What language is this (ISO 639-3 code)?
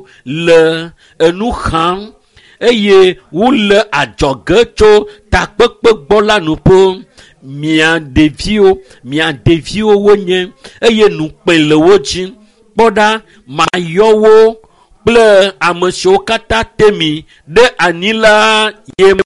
ewe